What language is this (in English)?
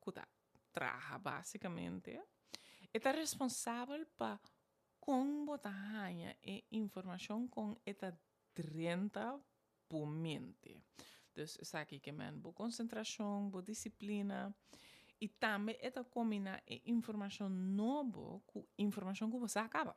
Papiamento